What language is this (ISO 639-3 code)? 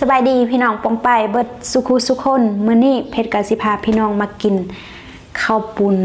tts